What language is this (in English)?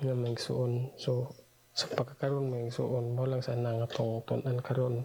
Cebuano